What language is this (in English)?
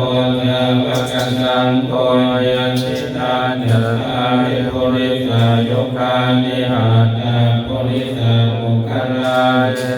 Pali